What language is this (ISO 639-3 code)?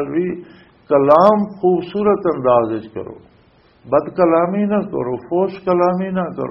lah